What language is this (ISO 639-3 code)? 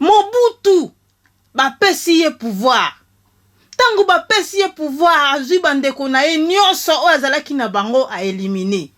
lin